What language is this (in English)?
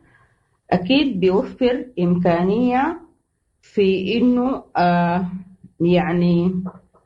Sudanese Arabic